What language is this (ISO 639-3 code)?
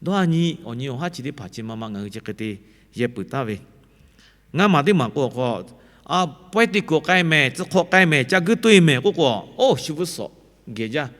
lhu